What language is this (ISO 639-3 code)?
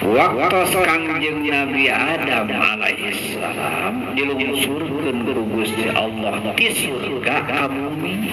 sun